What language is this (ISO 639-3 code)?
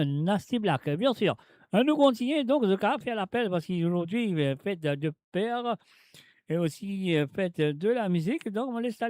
mfe